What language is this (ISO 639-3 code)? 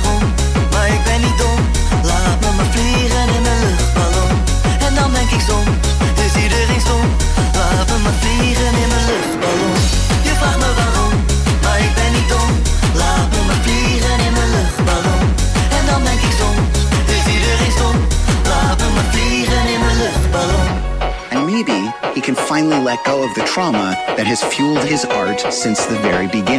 nld